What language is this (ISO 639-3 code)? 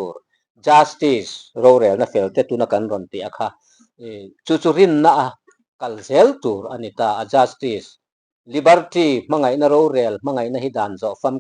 lus